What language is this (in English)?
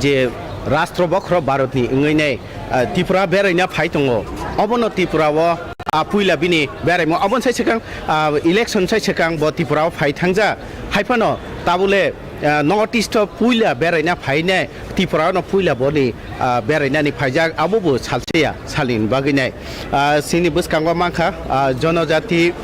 Kok Borok